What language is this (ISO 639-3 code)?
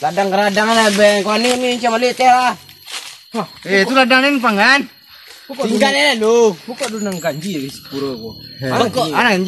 min